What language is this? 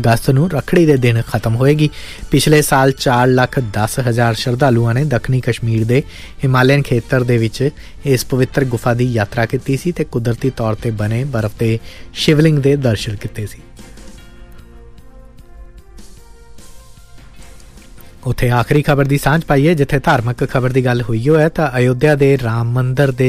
Punjabi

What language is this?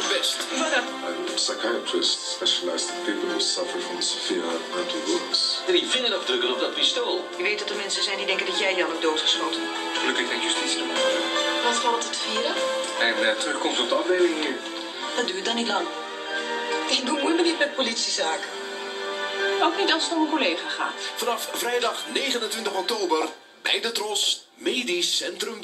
Dutch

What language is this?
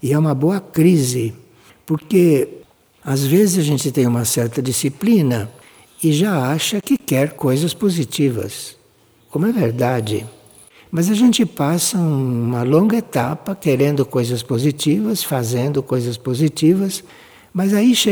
Portuguese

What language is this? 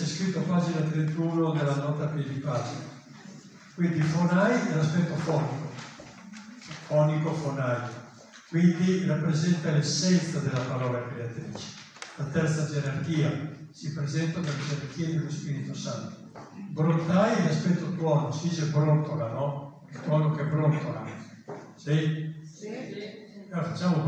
Italian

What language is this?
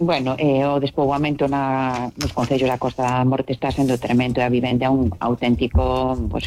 Galician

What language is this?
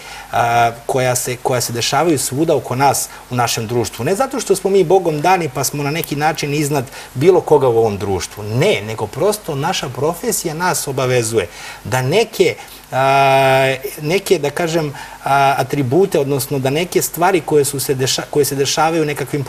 Serbian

